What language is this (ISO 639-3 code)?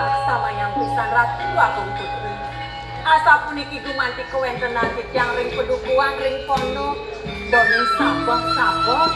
ban